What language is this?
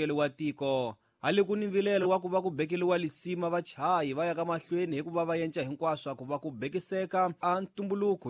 Tsonga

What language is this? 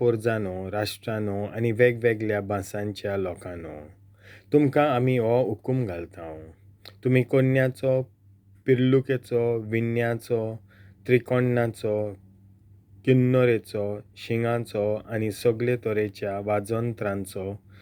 Konkani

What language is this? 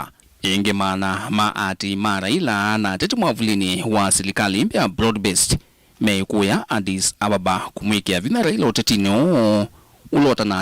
Kamba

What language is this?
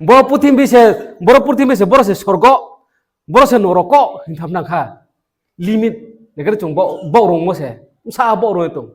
Riang (India)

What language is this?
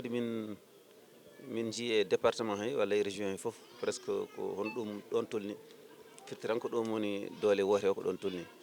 Fula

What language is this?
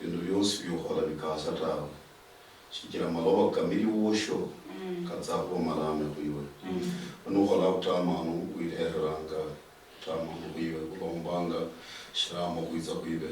Luyia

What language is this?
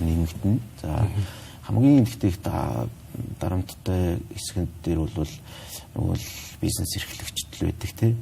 Mongolian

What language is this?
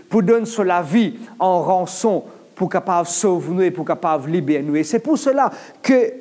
Morisyen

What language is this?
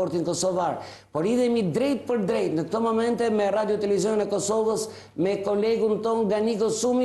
Albanian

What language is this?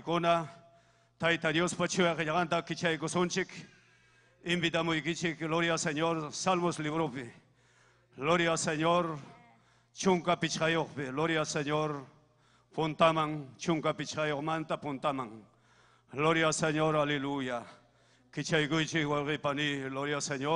Ayacucho Quechua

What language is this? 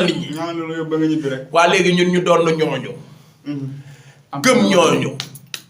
Wolof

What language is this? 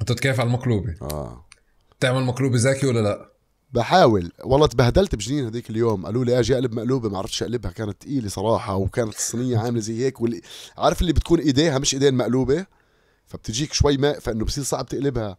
North Levantine Arabic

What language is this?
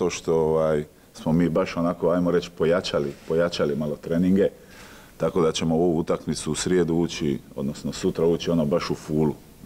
Croatian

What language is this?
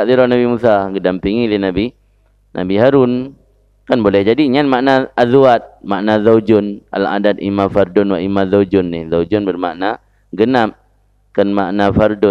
Achinese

